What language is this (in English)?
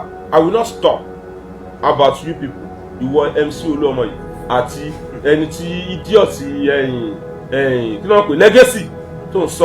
Yoruba